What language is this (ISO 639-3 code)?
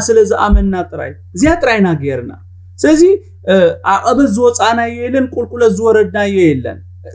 tir